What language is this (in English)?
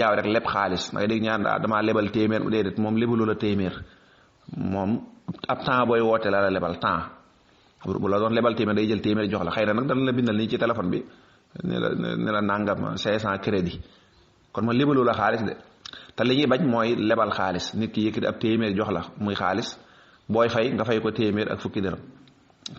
Wolof